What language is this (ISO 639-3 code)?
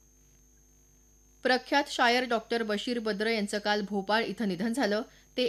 mar